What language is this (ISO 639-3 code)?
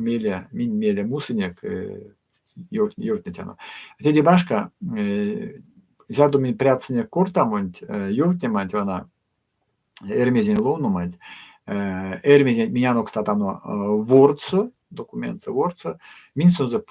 myv